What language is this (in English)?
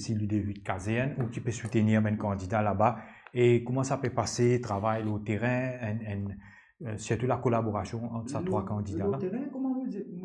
Morisyen